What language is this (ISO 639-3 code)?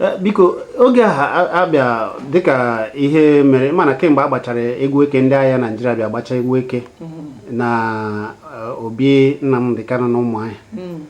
ibo